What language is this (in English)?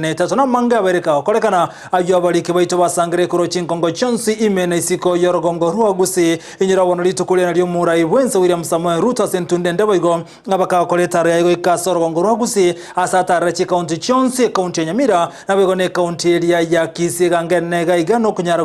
Gusii